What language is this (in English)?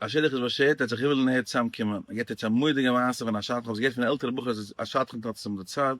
Yiddish